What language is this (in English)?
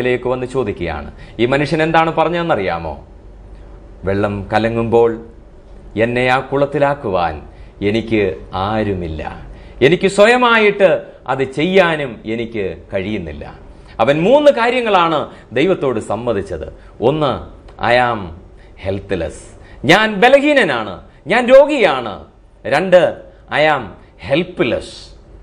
Malayalam